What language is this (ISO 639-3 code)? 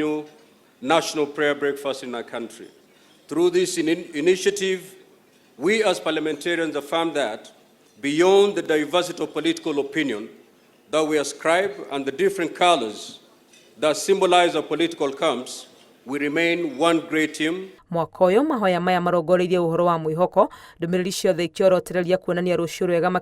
kik